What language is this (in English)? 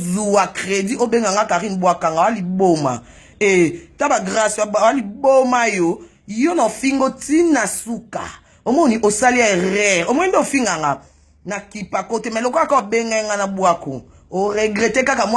Lingala